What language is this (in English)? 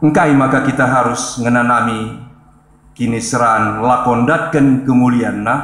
Batak Karo